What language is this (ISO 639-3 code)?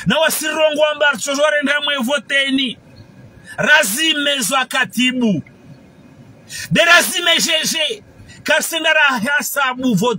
swa